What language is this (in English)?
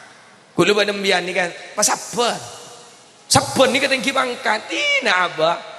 Madurese